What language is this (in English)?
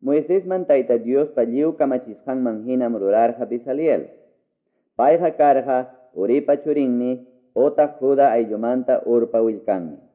Quechua